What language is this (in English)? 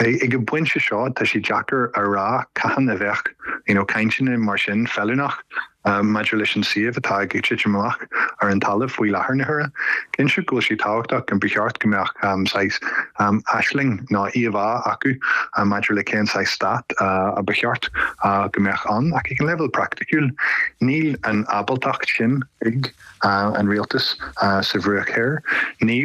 Irish